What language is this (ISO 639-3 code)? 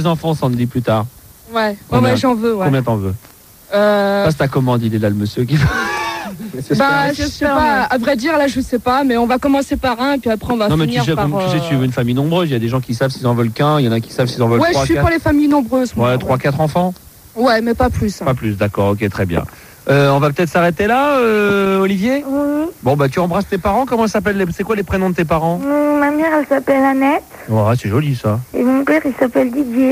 fra